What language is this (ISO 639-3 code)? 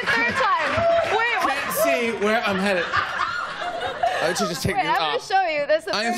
fas